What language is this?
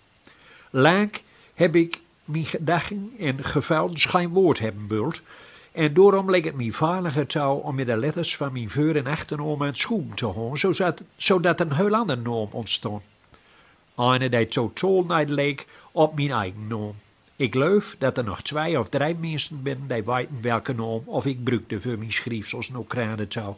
Gronings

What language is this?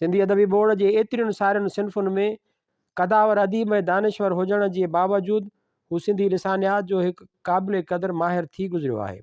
Sindhi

